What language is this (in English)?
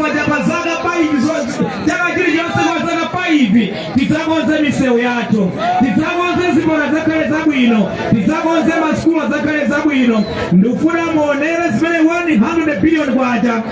Nyanja